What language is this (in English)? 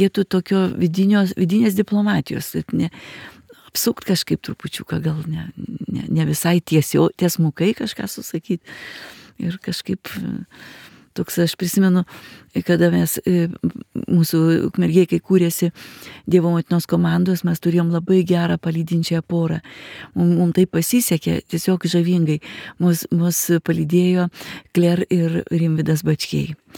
Lithuanian